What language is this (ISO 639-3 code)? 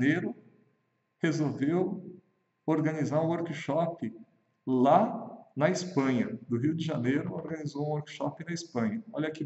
por